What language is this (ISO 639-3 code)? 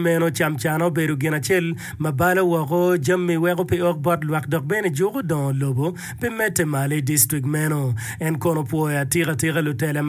ach